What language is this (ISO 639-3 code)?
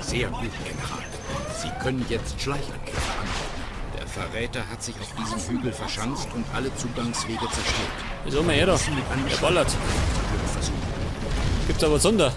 bar